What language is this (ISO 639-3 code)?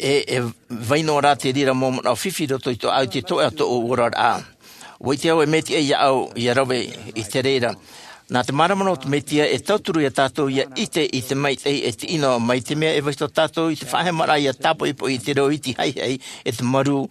tah